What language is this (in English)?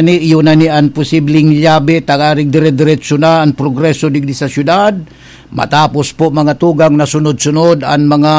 Bikol